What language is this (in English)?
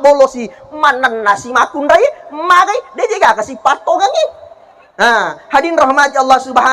Buginese